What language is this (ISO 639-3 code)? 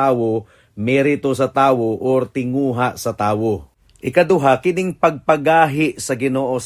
ceb